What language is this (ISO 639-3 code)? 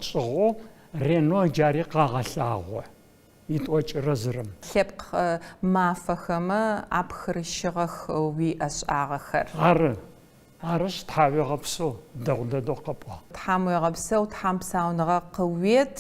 ady